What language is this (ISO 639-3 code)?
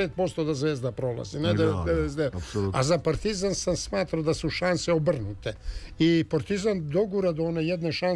srp